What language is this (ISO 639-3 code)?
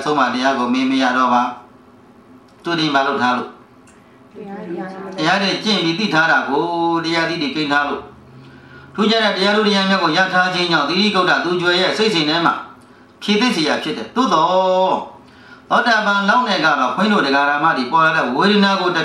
mya